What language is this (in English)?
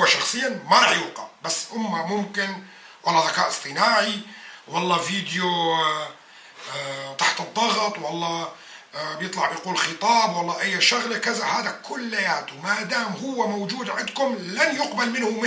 North Levantine Arabic